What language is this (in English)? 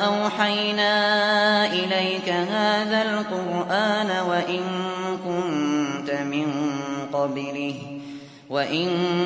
Arabic